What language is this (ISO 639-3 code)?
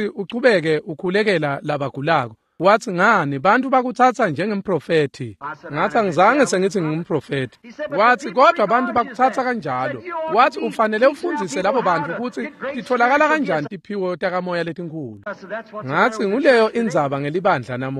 ssw